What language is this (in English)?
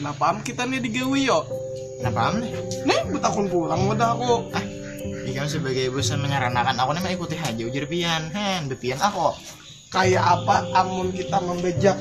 Banjar